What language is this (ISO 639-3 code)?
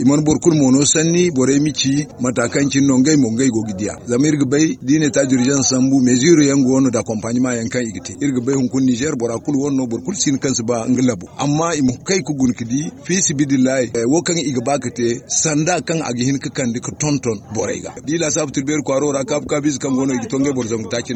dje